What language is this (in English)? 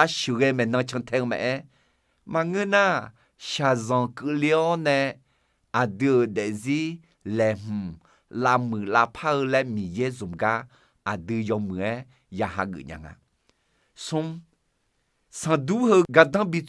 Akha